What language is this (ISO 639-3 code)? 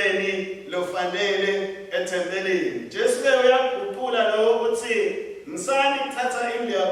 ssw